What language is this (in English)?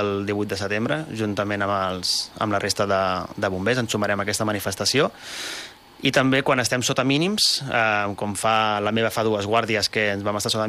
Catalan